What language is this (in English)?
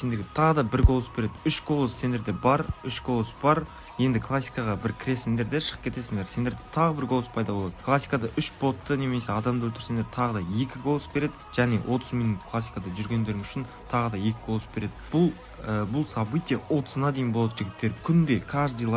Kara-Kalpak